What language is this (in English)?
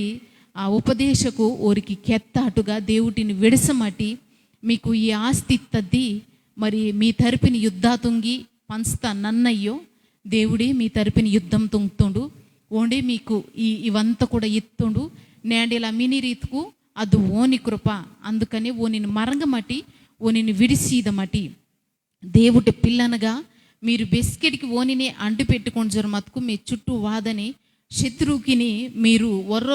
Koya